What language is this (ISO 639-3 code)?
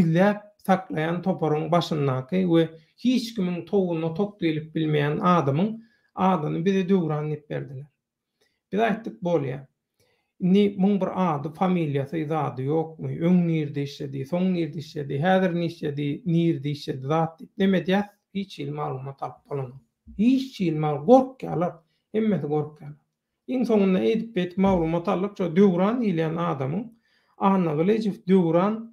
tuk